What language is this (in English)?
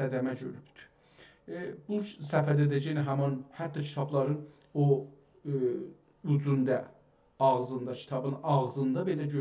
South Azerbaijani